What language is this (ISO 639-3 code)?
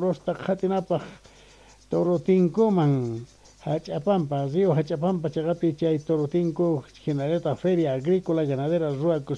que